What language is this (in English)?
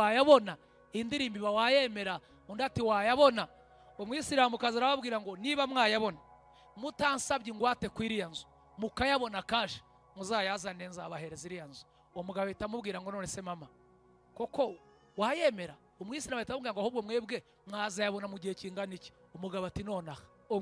Kinyarwanda